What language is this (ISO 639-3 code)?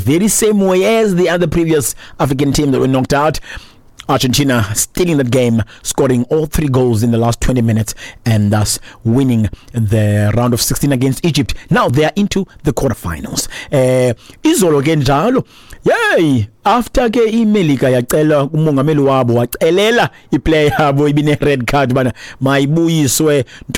xho